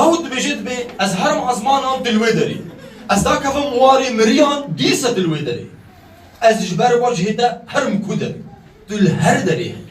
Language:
Kurdish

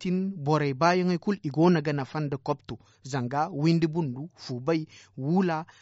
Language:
Zarma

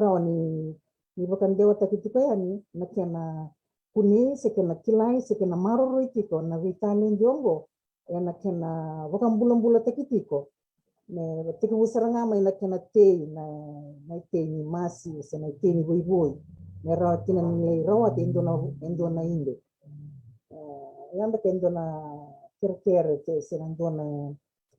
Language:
Fijian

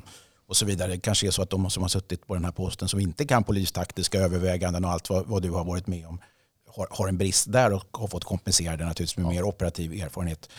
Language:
Swedish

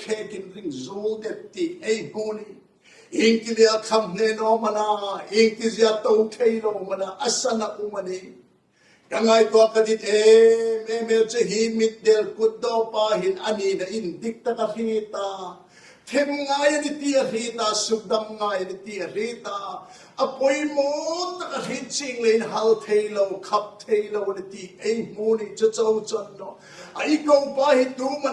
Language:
Hmar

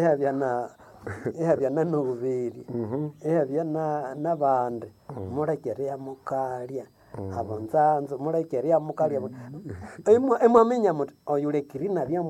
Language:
Nande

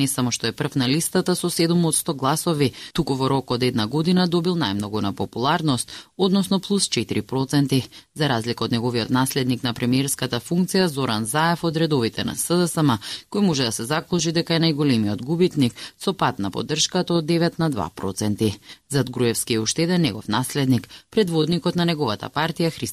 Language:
Macedonian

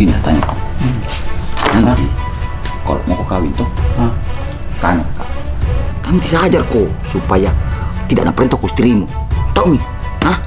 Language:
Makassar Malay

